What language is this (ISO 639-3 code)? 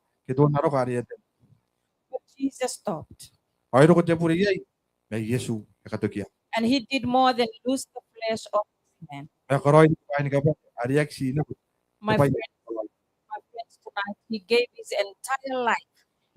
gil